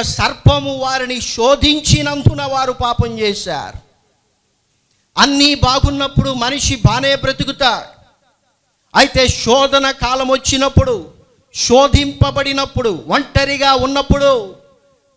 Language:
Telugu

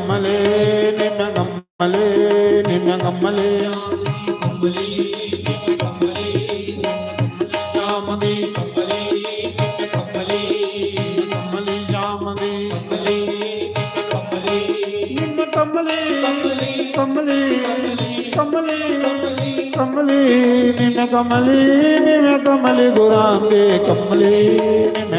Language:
Dogri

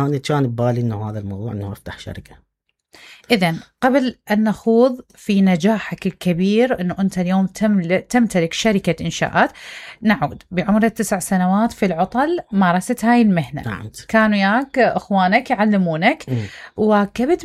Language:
Mesopotamian Arabic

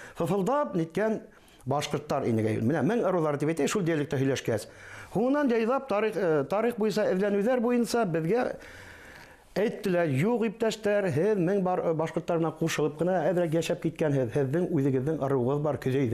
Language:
Bashkir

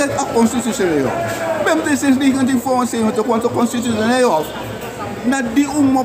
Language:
Sranan Tongo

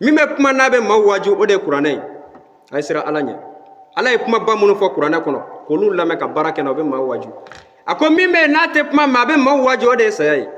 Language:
Bambara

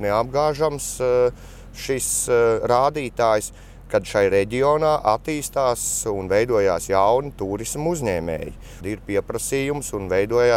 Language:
Latvian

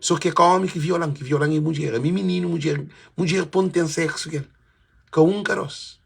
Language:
Kabuverdianu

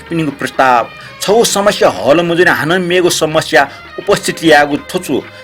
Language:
Newari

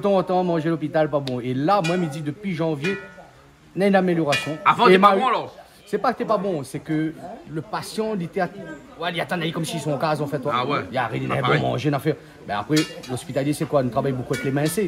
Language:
Réunion Creole French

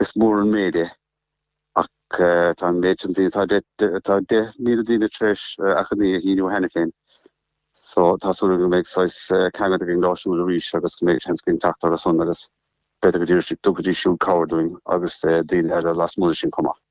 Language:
Irish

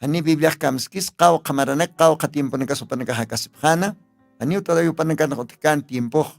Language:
Aymara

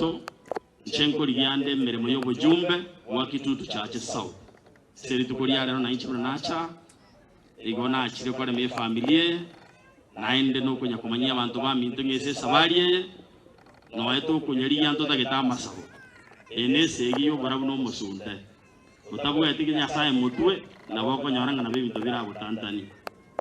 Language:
Gusii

